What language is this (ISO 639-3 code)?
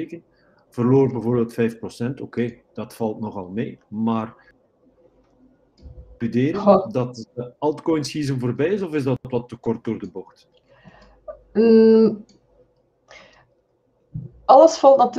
nld